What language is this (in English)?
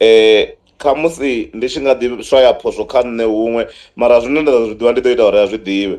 Venda